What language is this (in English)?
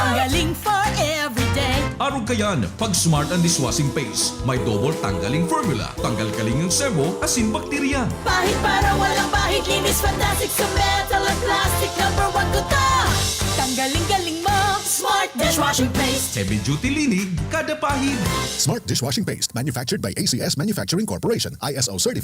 Bikol